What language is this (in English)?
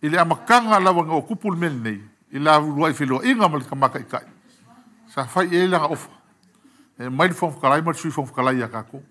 Samoan